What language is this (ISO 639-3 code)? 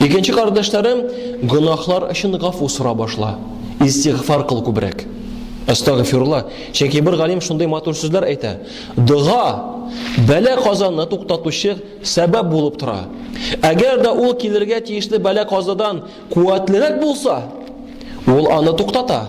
tat